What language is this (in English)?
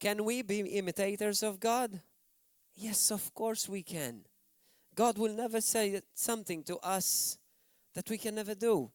English